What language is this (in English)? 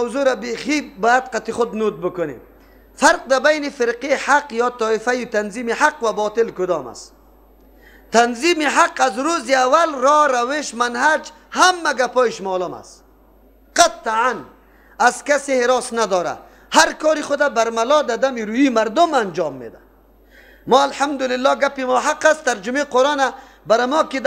Persian